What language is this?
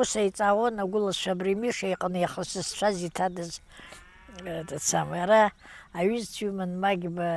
Abkhazian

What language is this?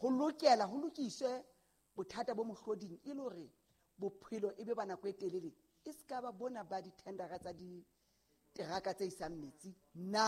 Southern Sotho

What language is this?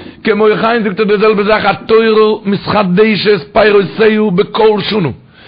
Yiddish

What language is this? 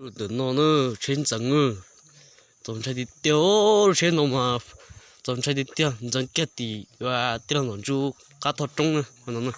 Hmong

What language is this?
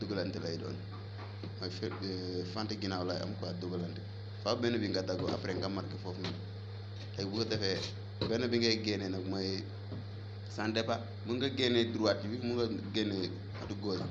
Wolof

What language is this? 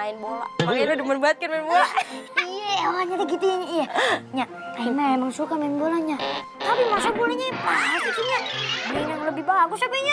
Betawi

